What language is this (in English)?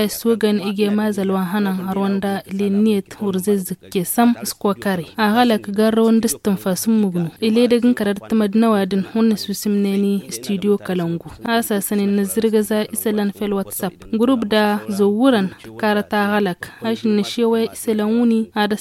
Tamasheq